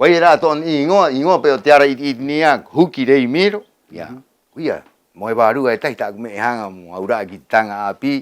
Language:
Rapanui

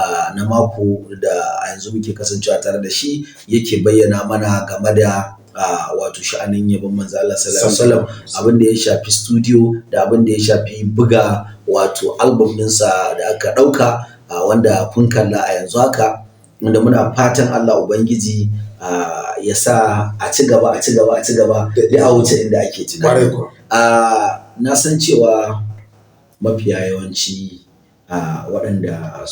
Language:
Hausa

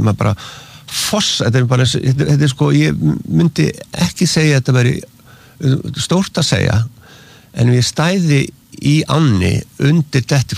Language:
Icelandic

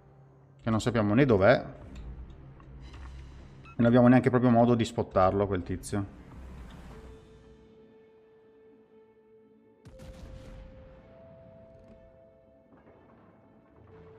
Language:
Italian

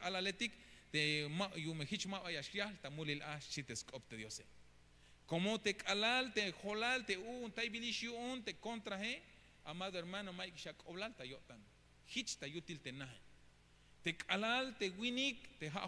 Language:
Tzeltal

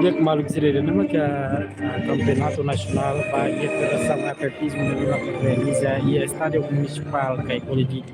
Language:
Tetum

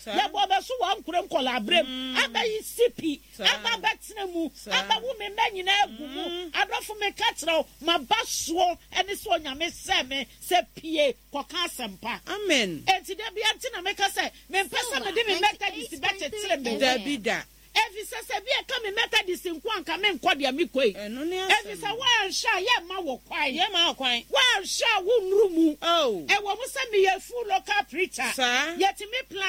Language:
Akan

